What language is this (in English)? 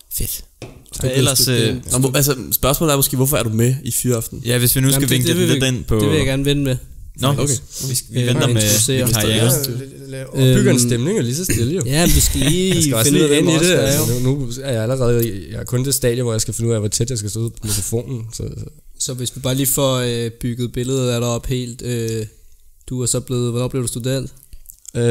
Danish